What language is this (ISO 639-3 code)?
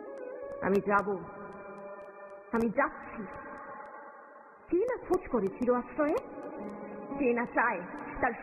ben